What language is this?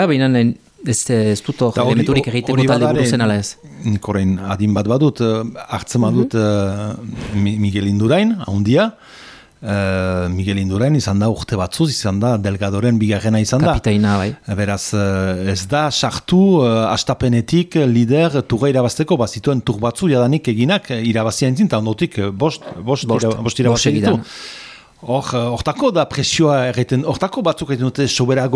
Basque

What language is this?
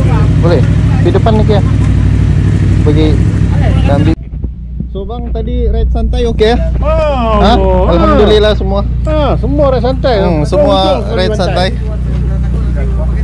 Malay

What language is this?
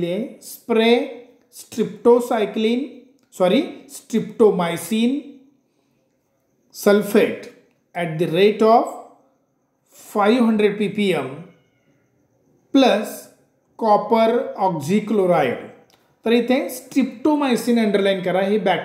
Marathi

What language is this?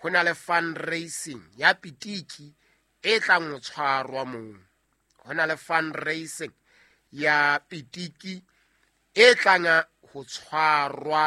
Southern Sotho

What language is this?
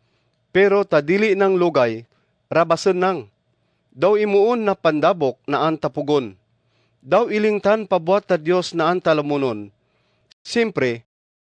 Kagayanen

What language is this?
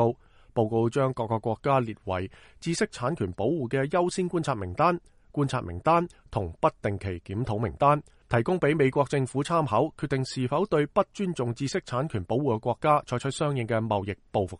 Cantonese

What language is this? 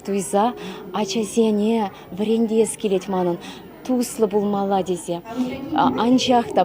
Chuvash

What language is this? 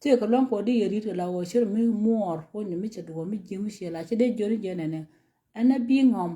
Nuer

